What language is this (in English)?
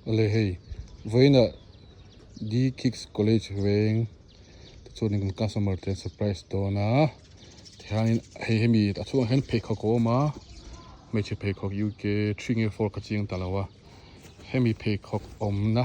Mizo